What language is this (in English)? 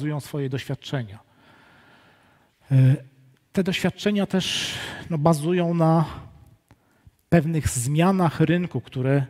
Polish